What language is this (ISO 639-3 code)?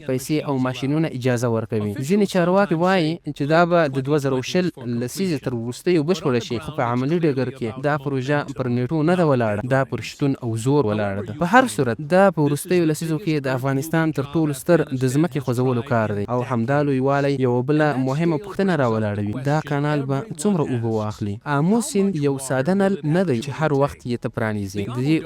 pus